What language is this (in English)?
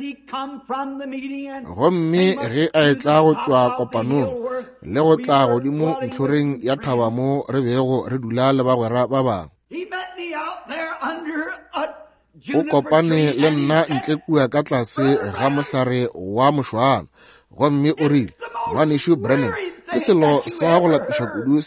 Northern Sotho